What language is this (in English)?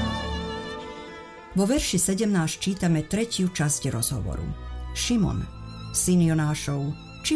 Slovak